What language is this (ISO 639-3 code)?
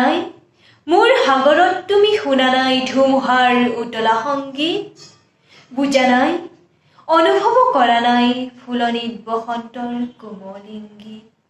asm